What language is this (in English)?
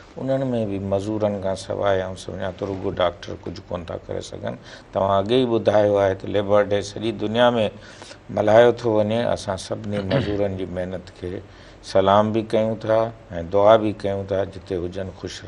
Sindhi